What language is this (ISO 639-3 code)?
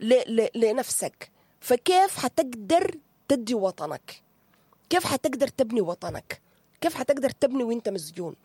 apd